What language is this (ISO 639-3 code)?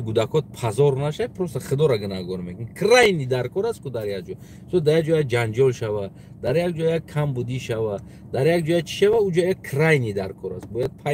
tgk